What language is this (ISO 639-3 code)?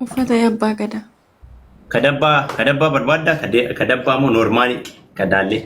orm